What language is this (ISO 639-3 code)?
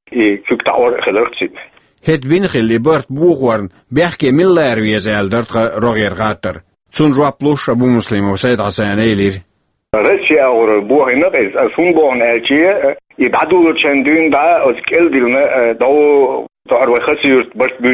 che